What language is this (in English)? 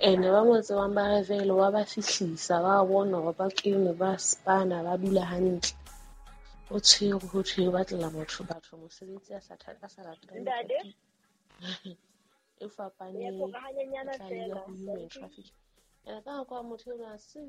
Southern Sotho